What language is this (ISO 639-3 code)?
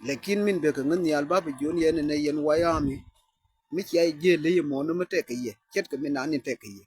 nus